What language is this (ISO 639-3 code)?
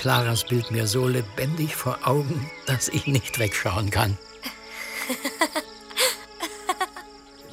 deu